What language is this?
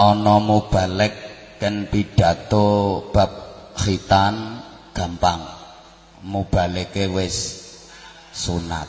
Javanese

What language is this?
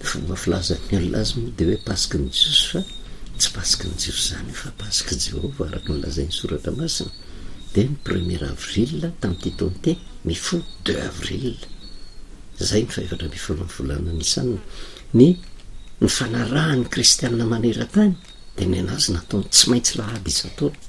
Malagasy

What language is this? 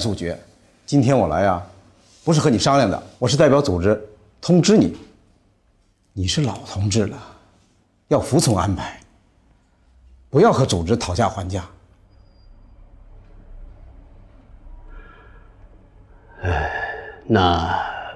Chinese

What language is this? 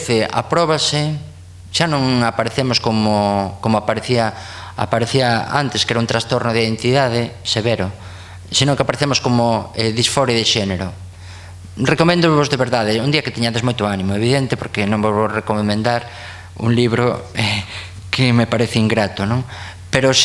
Galician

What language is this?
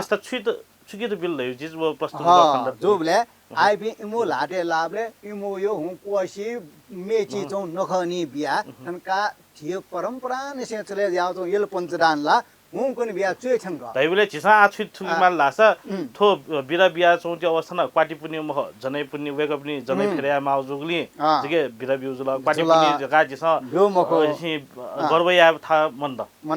Newari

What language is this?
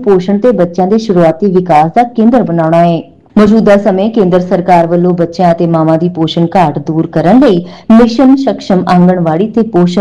Punjabi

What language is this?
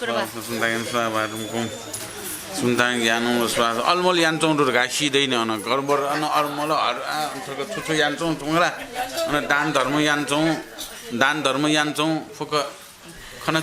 Newari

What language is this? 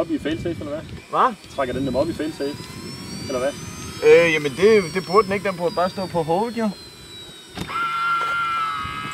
Danish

